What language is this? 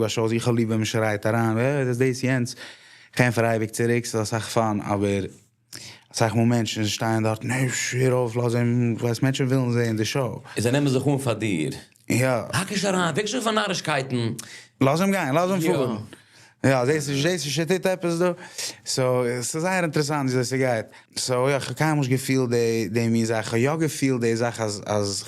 Yiddish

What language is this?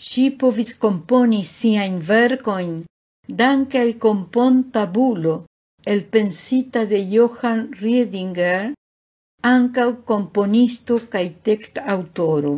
Esperanto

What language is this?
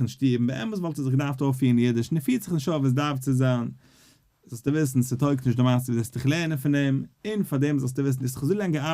Yiddish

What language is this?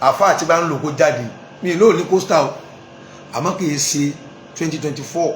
Yoruba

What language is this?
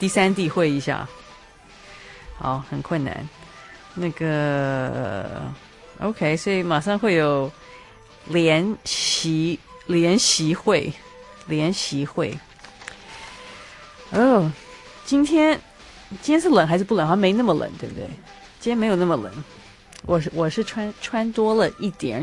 Chinese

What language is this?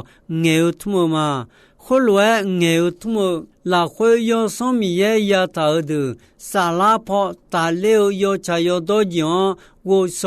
Akha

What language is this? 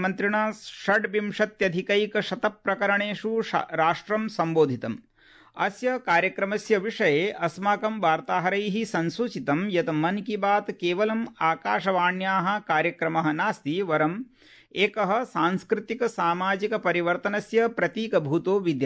Sanskrit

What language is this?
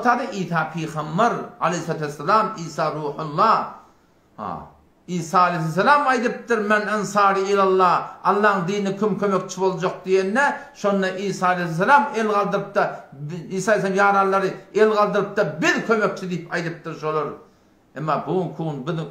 Turkmen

